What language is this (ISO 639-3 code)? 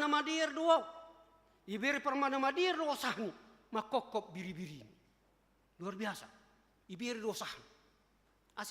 bts